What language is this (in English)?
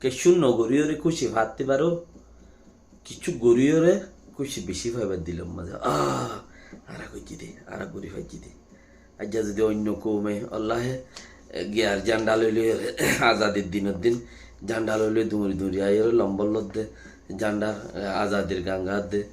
Rohingya